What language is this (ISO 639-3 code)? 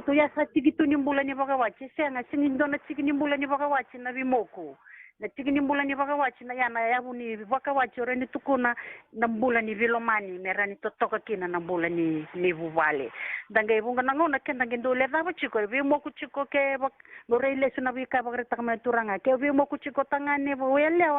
fij